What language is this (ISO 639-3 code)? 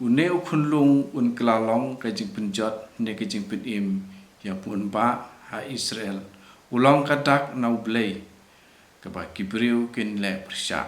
kha